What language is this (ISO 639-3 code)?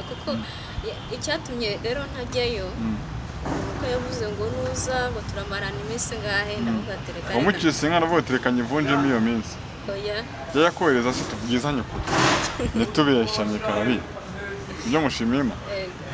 kin